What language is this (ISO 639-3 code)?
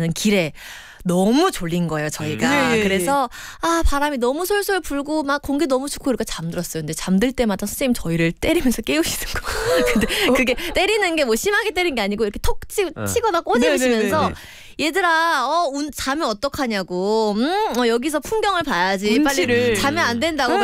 kor